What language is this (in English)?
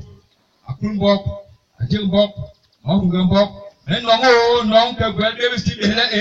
Basaa